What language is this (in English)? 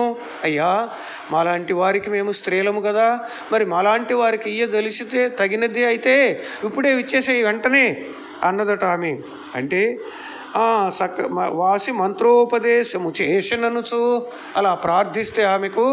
Telugu